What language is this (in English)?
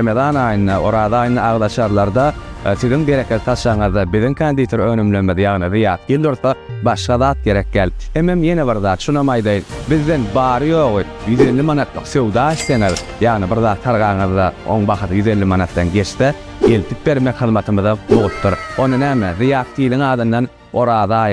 Turkmen